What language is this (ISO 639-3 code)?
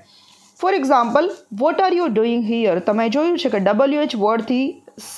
guj